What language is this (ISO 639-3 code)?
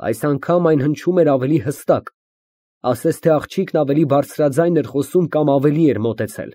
hye